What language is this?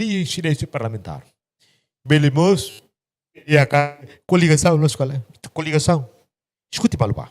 Tetum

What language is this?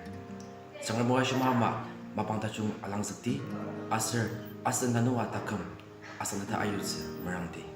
Ao Naga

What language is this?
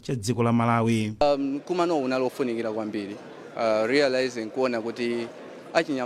Nyanja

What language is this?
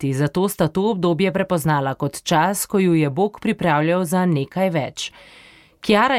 Slovenian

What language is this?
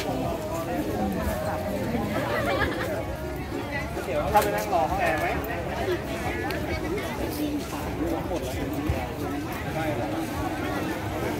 Thai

